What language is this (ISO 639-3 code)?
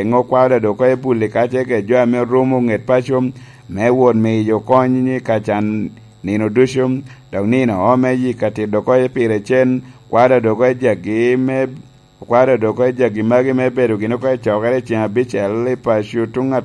laj